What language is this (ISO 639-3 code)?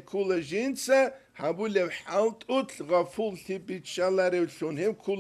ava